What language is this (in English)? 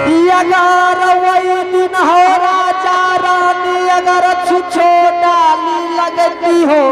Angika